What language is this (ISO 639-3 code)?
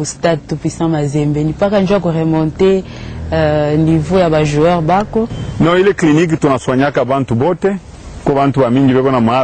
swa